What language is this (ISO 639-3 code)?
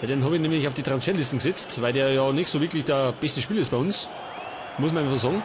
bar